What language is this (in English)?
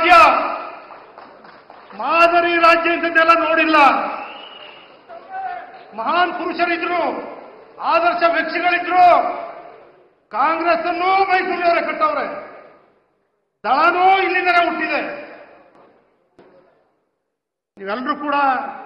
Kannada